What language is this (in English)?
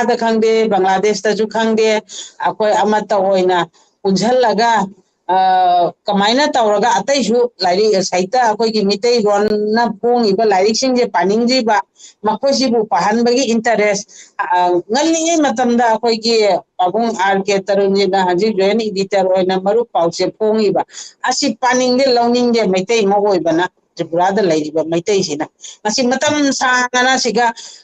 Manipuri